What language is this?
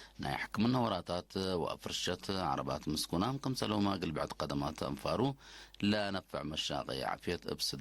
Tigre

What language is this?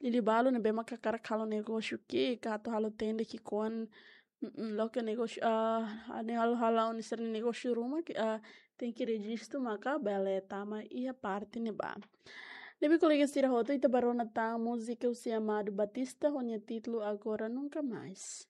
Tetum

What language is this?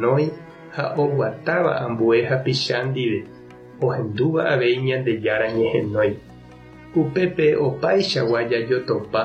Guarani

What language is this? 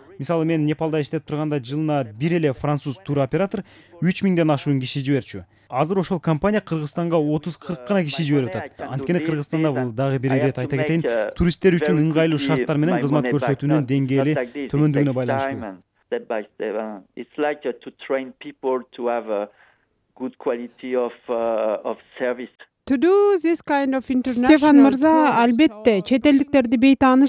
Kyrgyz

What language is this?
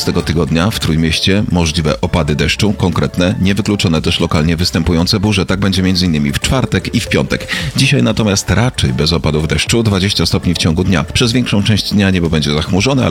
Polish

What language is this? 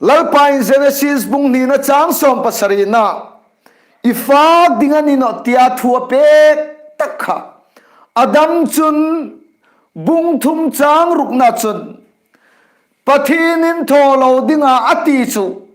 Hmar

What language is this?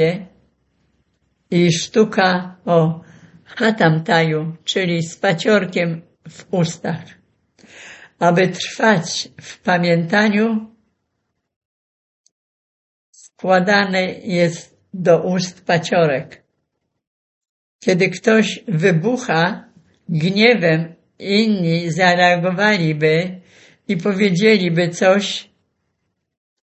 Polish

